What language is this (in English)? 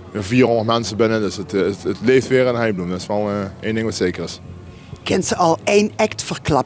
Limburgish